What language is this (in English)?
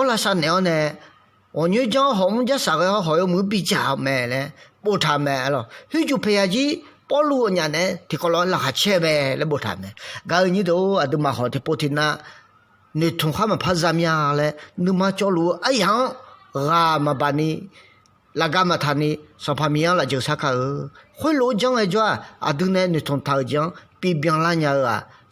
Akha